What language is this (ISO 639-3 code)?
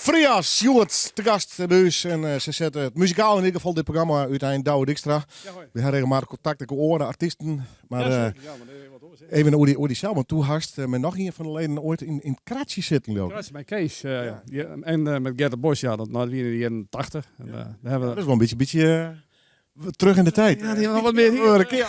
fry